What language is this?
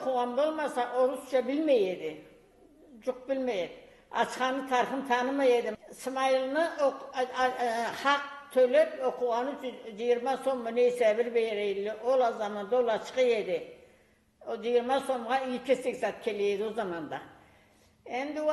Karachay-Balkar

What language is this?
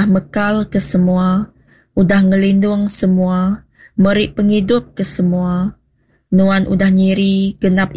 Iban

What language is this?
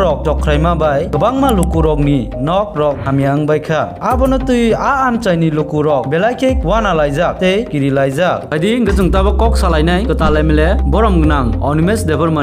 Kok Borok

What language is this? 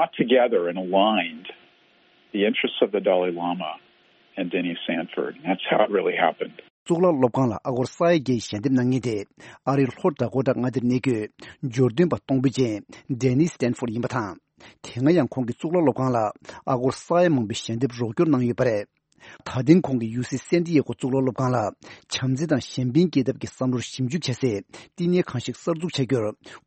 Tibetan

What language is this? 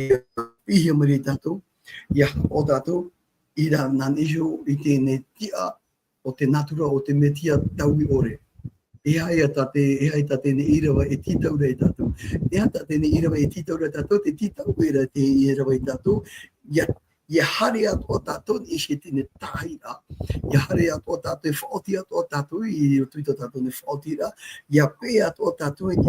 Tahitian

